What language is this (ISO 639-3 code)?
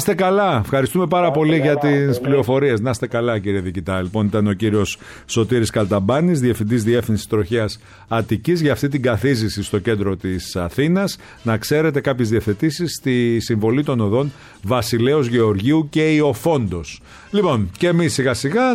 ell